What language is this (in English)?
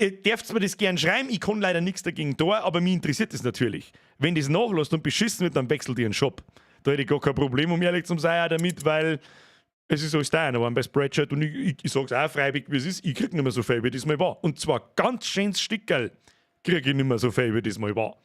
Bavarian